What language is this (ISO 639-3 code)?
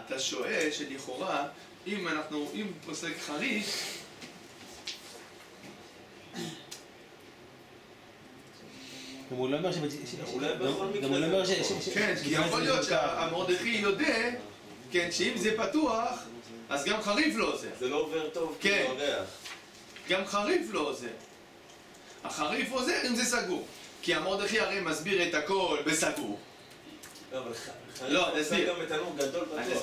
heb